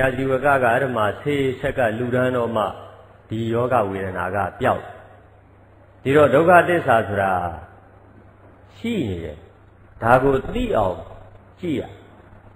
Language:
Burmese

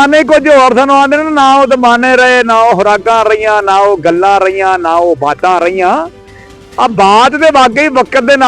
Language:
Western Panjabi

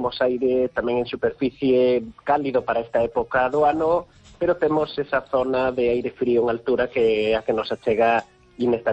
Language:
Galician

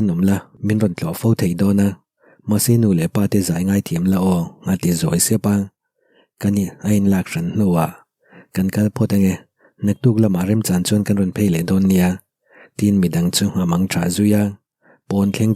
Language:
Mizo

